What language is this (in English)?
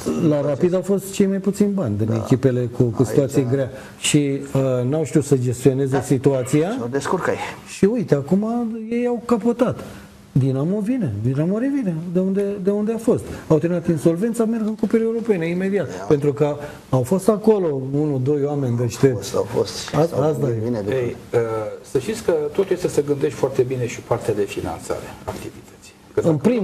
Romanian